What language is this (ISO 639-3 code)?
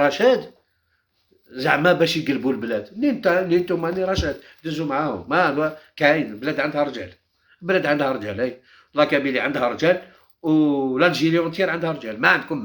arq